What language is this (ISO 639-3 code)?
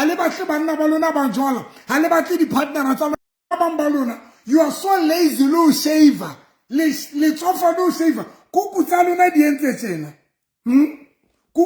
sot